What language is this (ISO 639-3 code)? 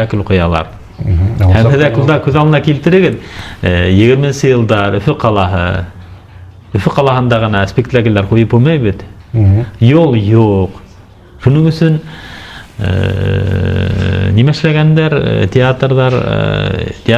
bak